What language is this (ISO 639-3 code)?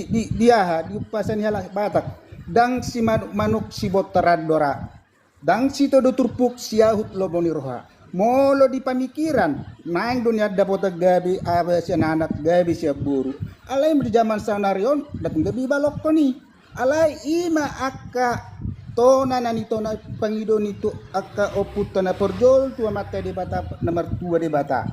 bbc